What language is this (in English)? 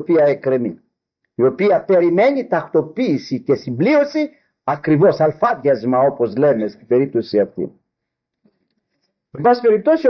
Greek